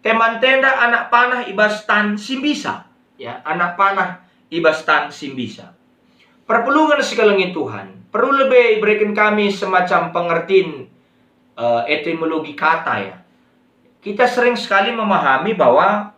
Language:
Batak Karo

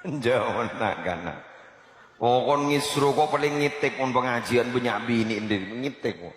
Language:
Madurese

